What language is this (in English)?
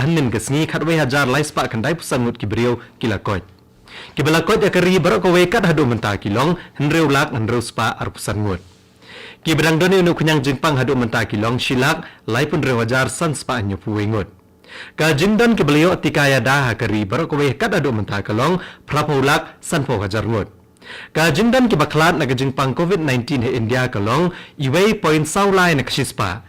Khasi